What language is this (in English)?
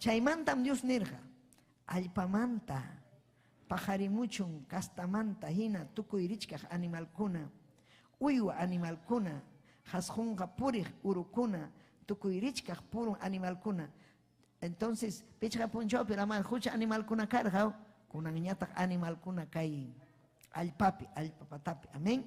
Ayacucho Quechua